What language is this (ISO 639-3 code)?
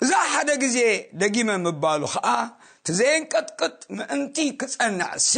tir